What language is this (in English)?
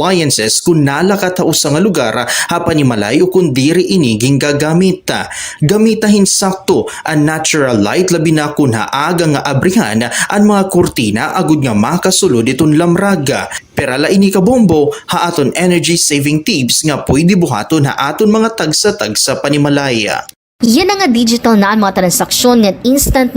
Waray